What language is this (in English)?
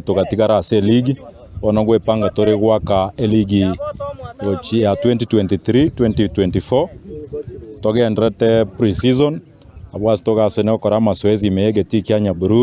Gusii